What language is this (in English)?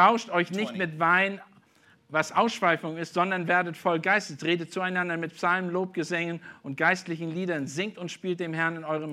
German